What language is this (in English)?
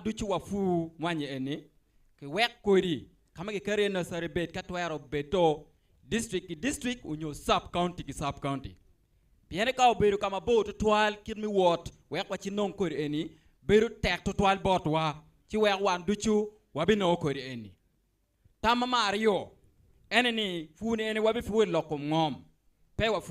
Acoli